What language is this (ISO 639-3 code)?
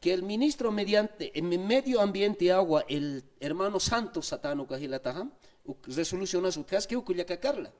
aym